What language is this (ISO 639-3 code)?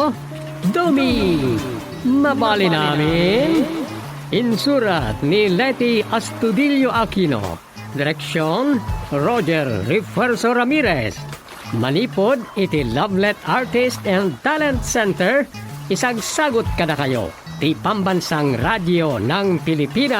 ilo